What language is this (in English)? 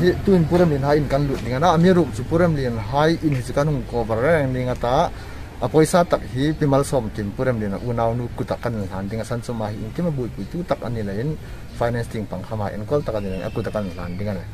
Hmar